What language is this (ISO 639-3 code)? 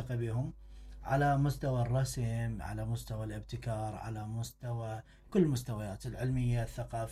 acm